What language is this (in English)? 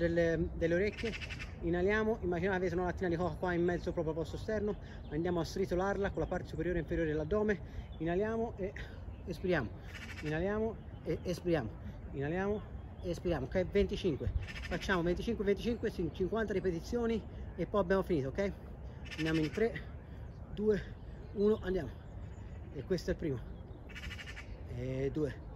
Italian